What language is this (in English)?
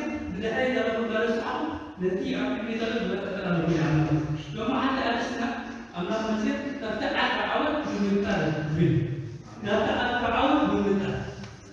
Tigrinya